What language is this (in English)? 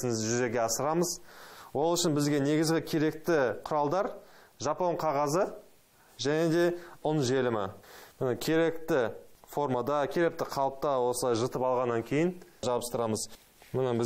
Kazakh